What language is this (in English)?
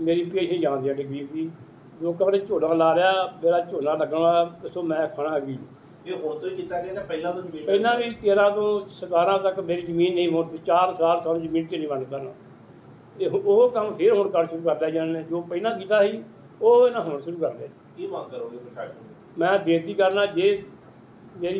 Punjabi